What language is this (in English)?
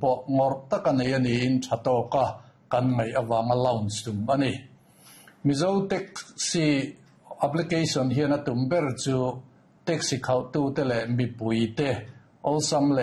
Mizo